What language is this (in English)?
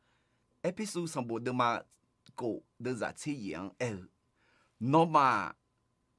Akha